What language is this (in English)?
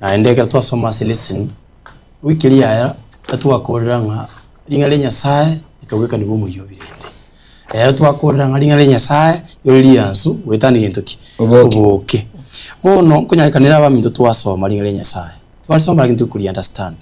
Gusii